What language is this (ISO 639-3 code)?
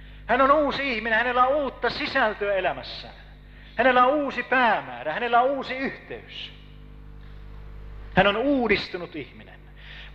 fin